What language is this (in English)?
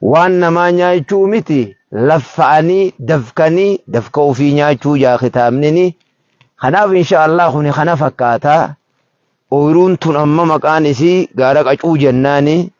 Oromo